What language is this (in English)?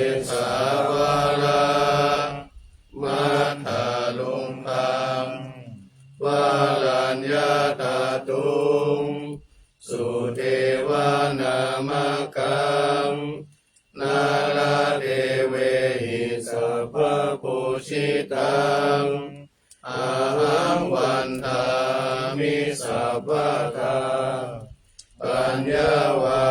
Pali